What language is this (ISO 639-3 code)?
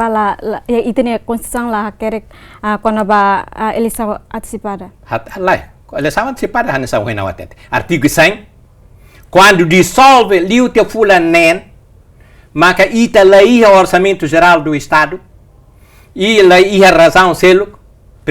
tet